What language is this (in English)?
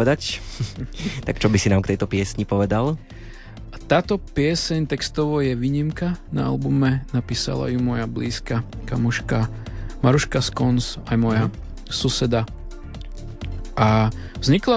Slovak